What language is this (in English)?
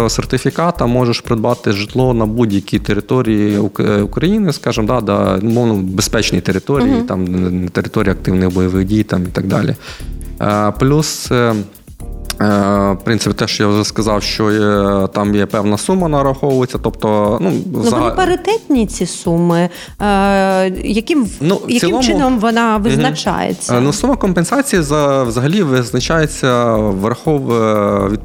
Ukrainian